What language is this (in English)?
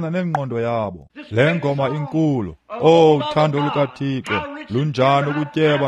Xhosa